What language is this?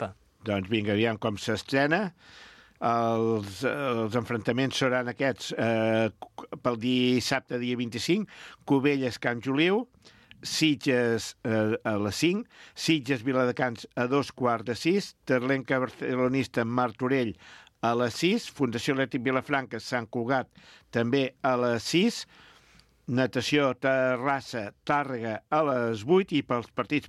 Catalan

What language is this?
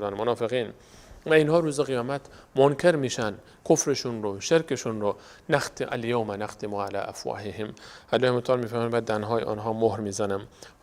Persian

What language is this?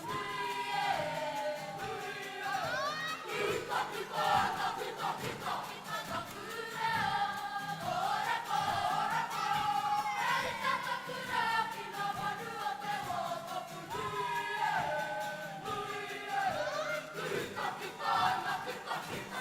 Māori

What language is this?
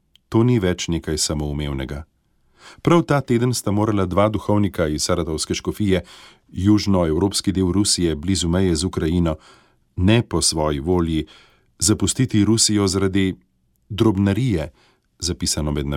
Slovenian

